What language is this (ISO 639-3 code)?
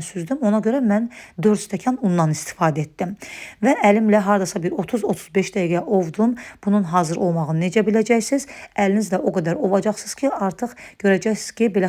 aze